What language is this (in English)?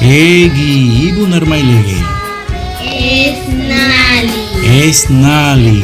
San Blas Kuna